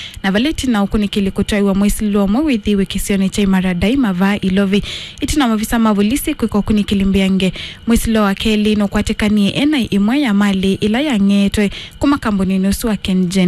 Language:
Kamba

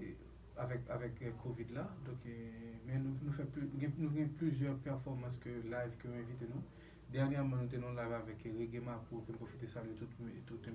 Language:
Haitian Creole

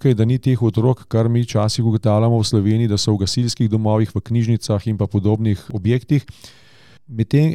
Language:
Slovenian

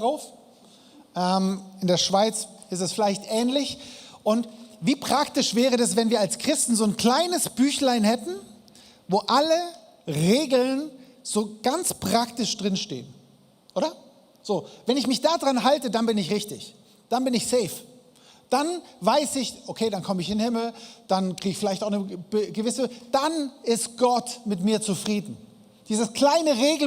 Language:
Swiss German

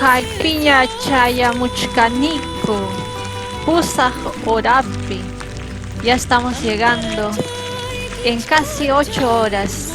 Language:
Ayacucho Quechua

